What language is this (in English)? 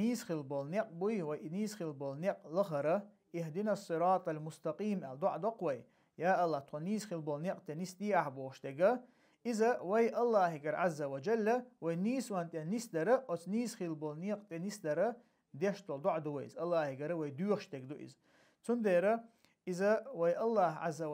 Chechen